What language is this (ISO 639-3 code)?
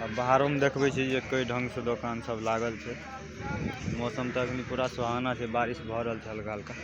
mai